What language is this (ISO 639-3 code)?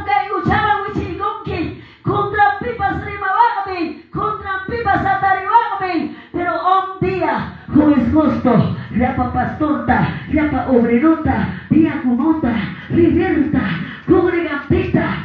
que